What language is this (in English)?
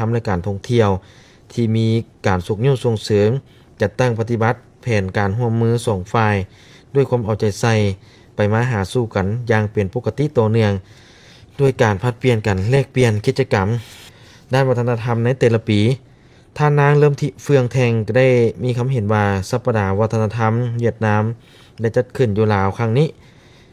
Lao